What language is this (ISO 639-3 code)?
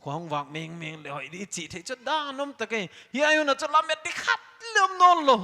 pck